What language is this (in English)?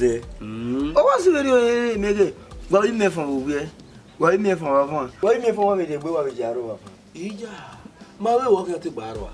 Bini